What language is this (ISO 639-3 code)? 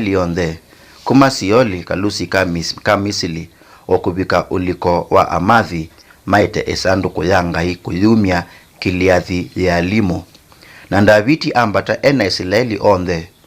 kam